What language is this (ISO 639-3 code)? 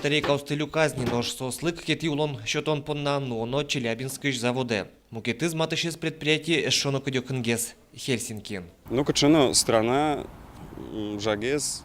udm